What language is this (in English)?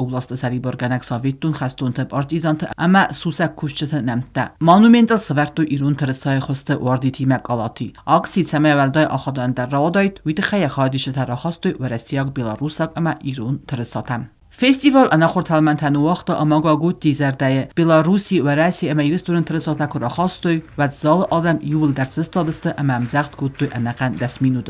Ossetic